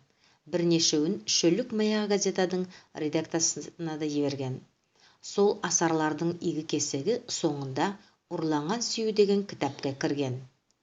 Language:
Nogai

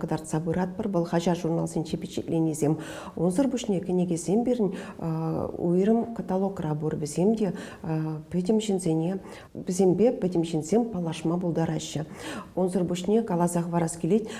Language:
Chuvash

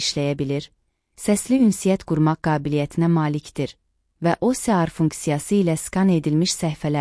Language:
Azerbaijani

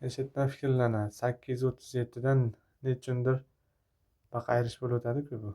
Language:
Uzbek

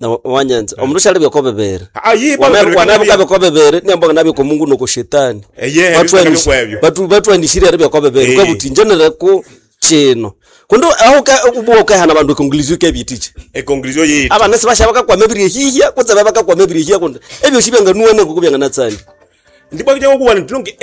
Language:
Nande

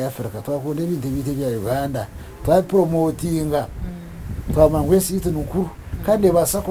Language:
Nyankole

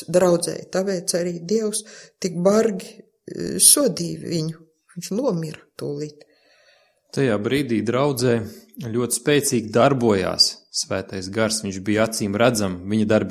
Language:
Latvian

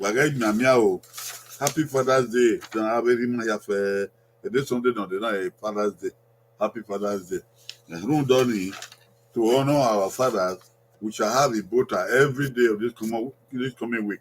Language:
Bini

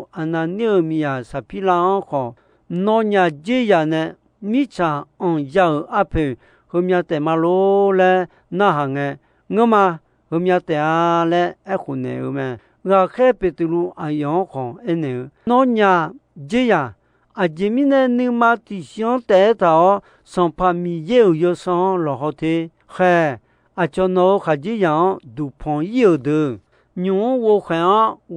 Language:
Akha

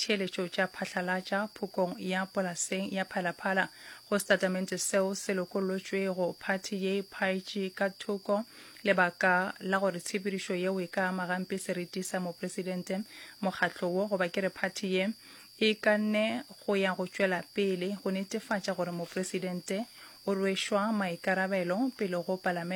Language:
Northern Sotho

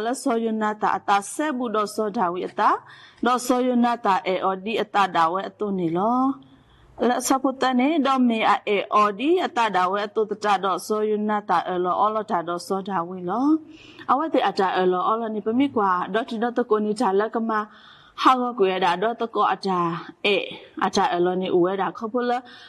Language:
S'gaw Karen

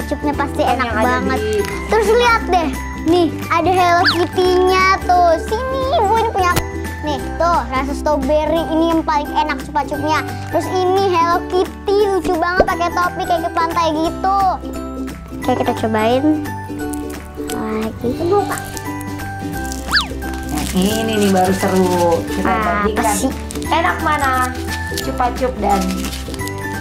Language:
Indonesian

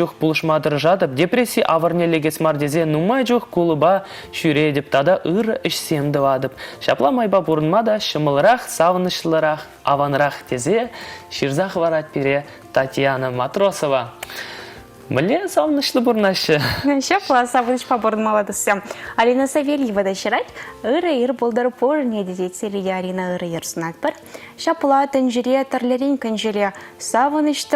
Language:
Chuvash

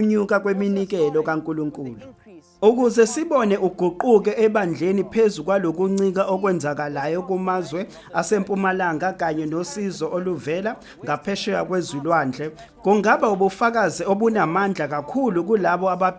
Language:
Zulu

